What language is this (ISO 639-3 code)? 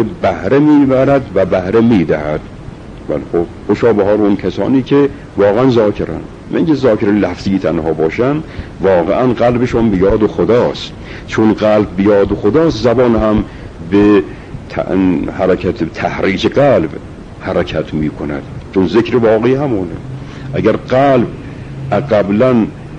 fas